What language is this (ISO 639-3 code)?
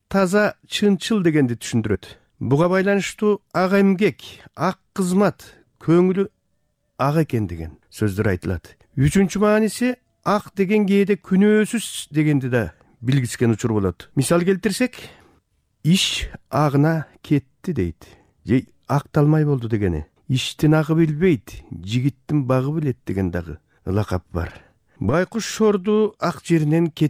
kir